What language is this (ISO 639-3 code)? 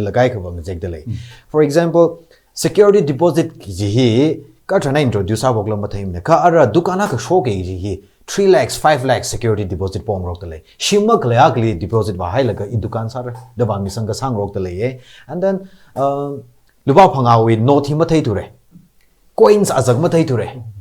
nmf